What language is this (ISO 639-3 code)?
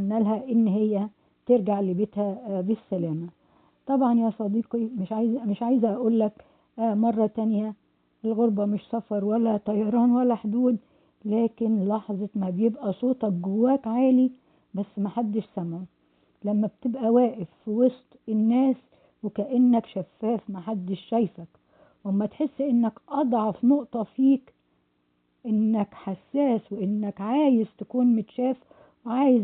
arz